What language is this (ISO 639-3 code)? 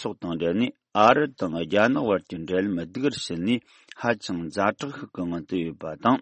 bod